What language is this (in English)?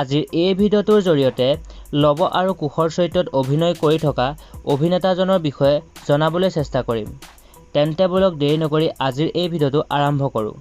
Assamese